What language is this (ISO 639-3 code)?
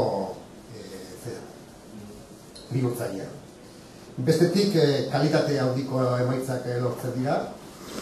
eus